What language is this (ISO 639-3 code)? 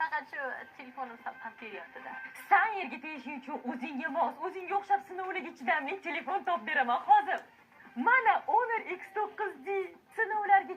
uzb